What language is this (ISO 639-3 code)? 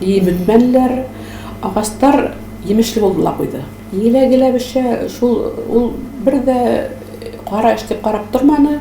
tat